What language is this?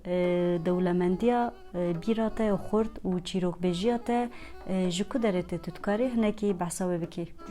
Kurdish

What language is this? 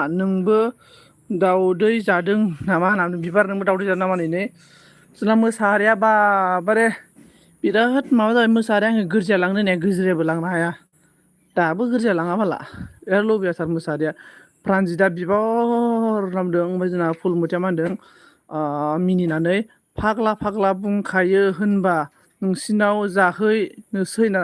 Bodo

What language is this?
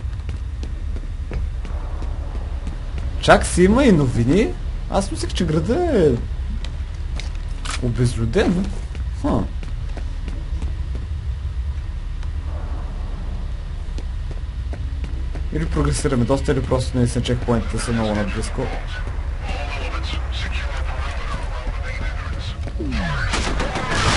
Bulgarian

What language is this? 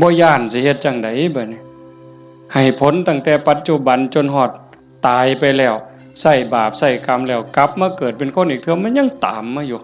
Northeastern Thai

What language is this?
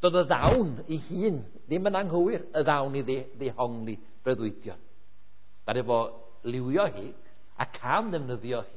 Welsh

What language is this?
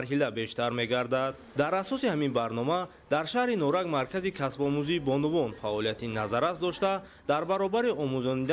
Tajik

